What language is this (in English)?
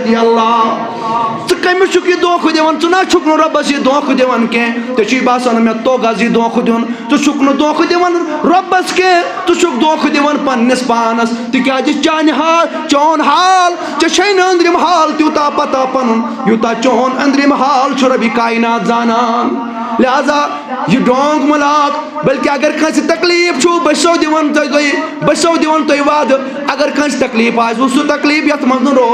Kashmiri